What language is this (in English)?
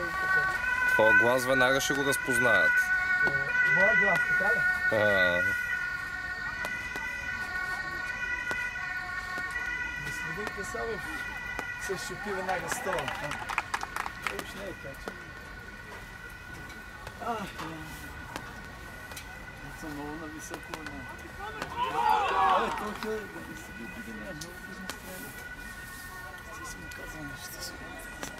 Bulgarian